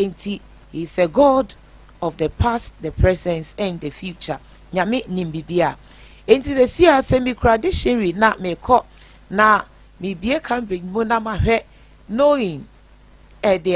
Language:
Akan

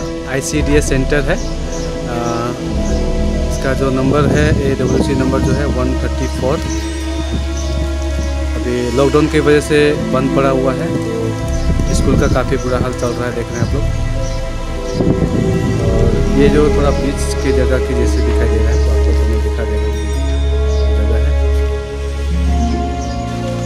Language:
Hindi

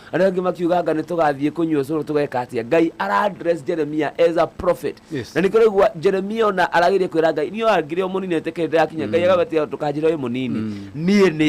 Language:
Kikuyu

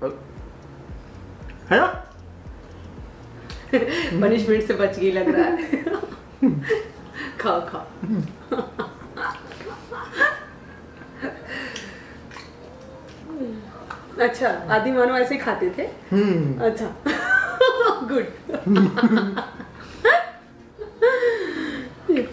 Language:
Hindi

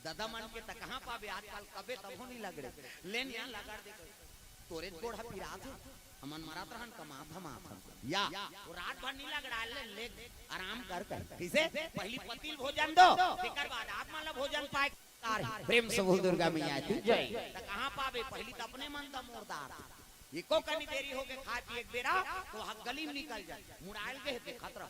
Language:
Chhattisgarhi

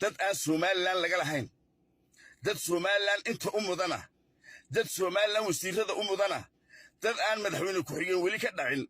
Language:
Somali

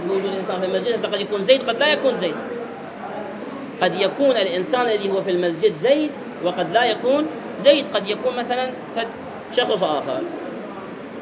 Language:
Arabic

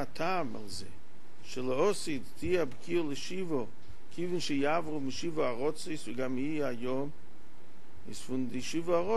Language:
Yiddish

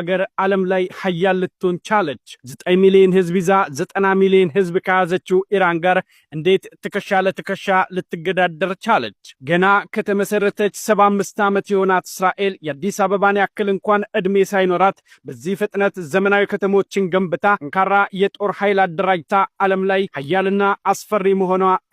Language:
Amharic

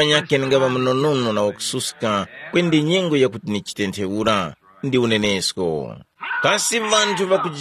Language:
Tumbuka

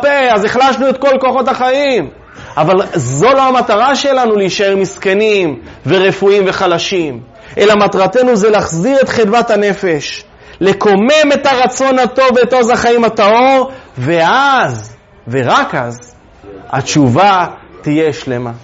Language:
Hebrew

